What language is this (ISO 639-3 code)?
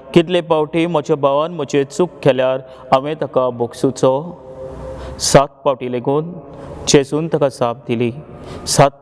kok